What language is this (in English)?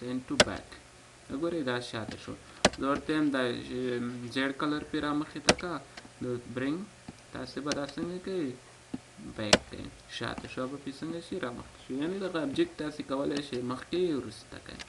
Pashto